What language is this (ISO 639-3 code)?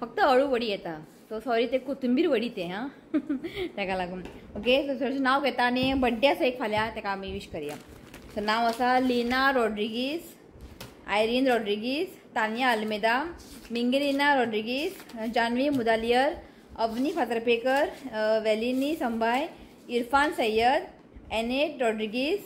kok